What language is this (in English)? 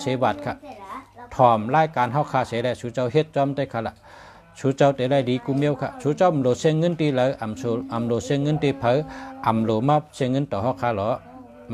Shan